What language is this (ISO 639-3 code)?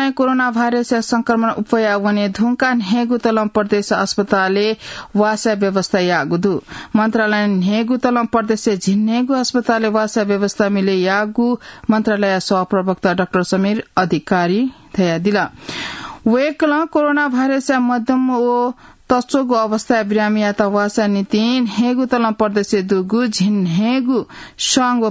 new